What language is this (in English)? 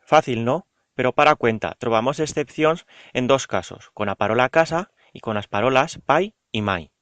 Aragonese